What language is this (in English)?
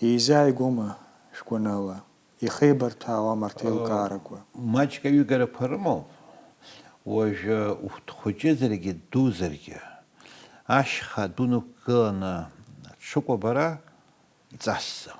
Abkhazian